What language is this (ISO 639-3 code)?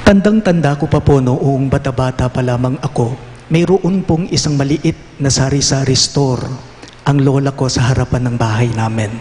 pam